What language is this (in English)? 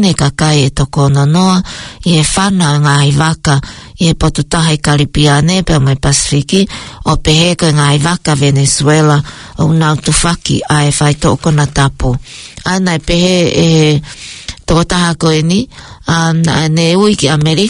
Tongan